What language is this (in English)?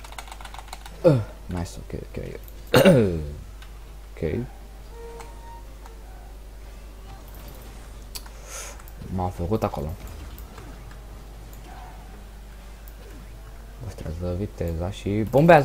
Romanian